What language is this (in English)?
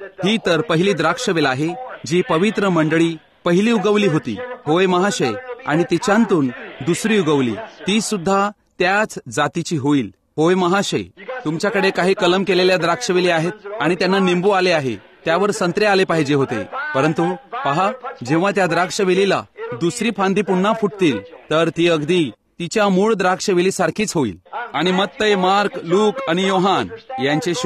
Marathi